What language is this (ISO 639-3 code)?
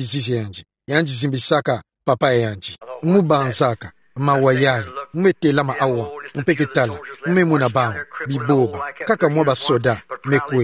ktu